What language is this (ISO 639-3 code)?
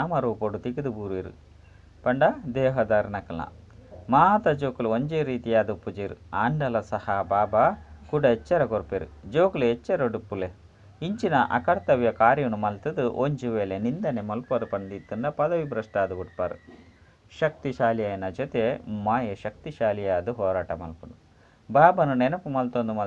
tcy